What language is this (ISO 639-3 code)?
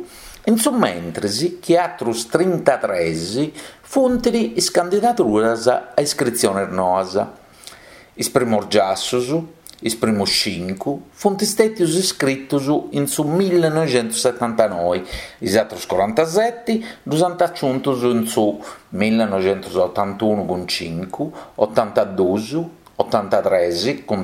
srd